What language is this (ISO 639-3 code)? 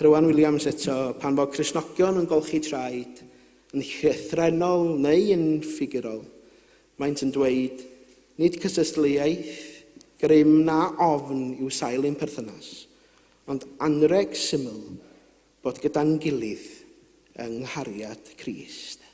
cym